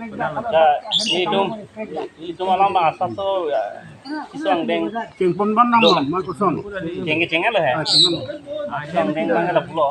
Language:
Karbi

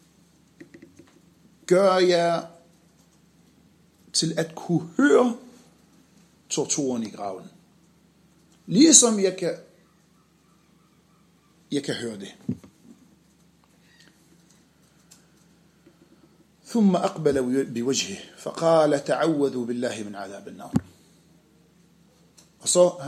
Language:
Danish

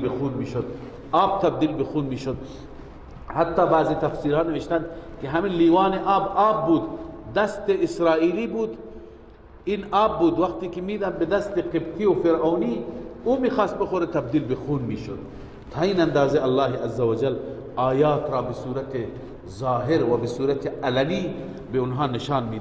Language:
Persian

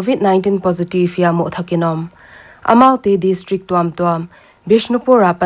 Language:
Paite Chin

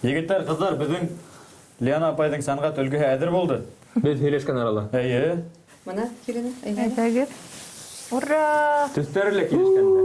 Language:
Bashkir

